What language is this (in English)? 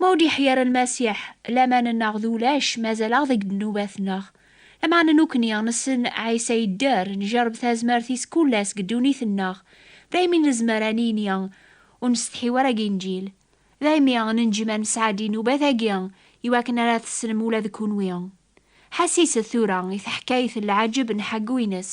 Kabyle